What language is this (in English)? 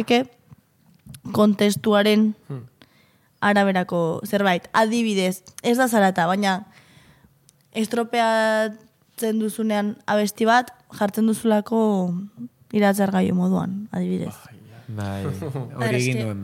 Basque